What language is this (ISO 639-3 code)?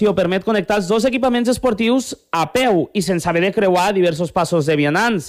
cat